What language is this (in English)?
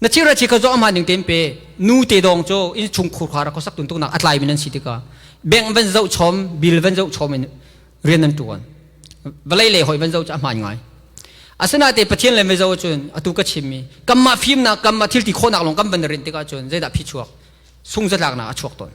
Hakha Chin